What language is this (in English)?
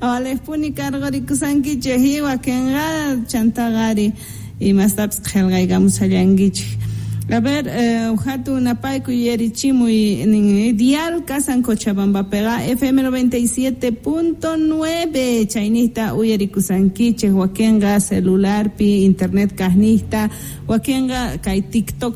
Quechua